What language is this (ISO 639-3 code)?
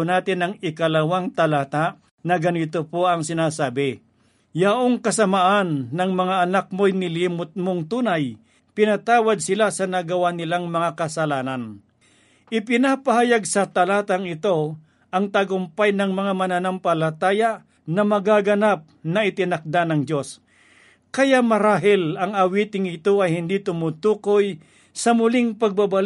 fil